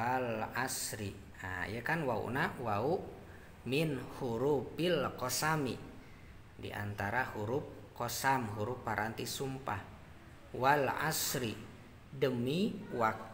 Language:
Sundanese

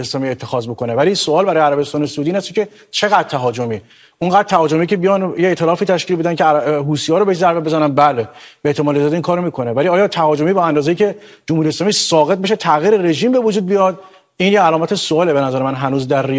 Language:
Persian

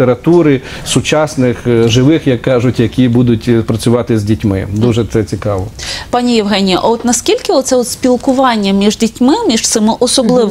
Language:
Ukrainian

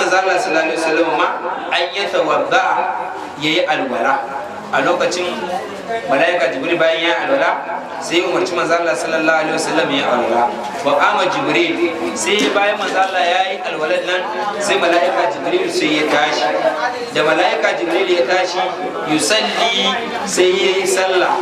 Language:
Hausa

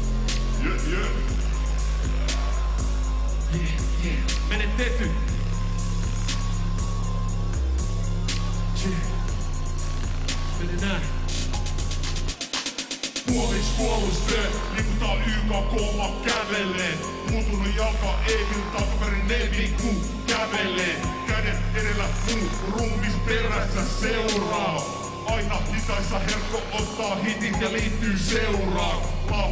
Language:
Finnish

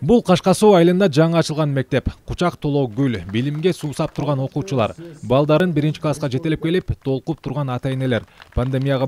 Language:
Kyrgyz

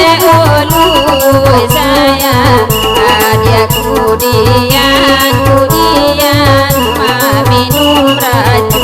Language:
Minangkabau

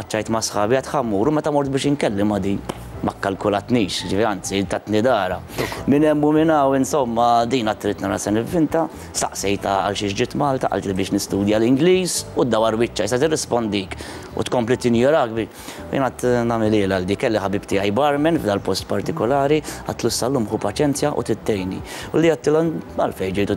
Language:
Maltese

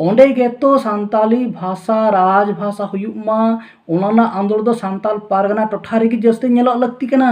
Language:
Santali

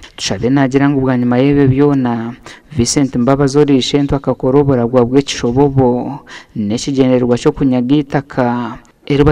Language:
Nyankole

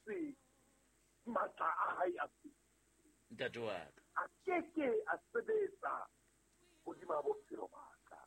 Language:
Southern Sotho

